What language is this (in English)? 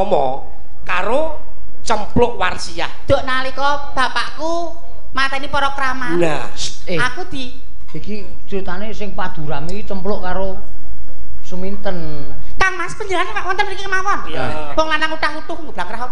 Javanese